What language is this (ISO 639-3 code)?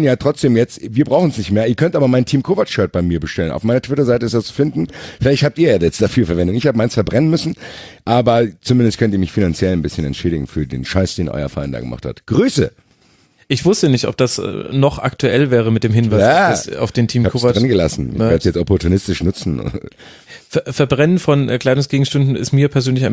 deu